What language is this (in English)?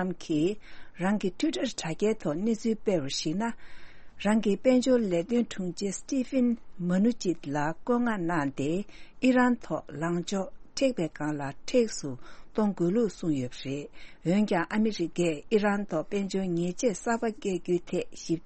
Tibetan